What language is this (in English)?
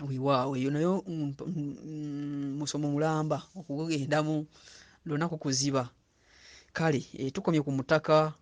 Ganda